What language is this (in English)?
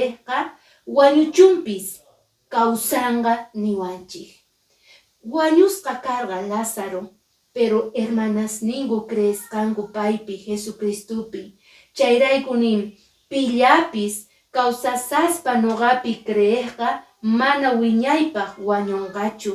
Quechua